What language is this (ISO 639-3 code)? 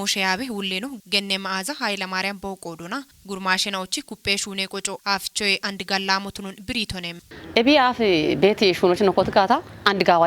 kbr